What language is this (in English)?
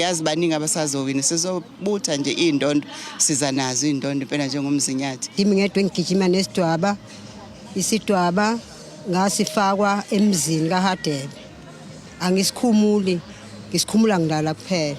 Zulu